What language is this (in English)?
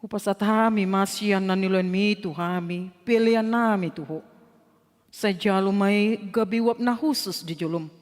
Batak Toba